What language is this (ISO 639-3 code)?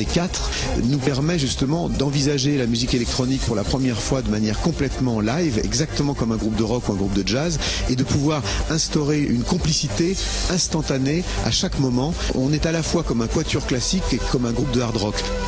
fra